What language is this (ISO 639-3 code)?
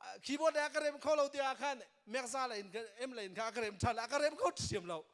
cnh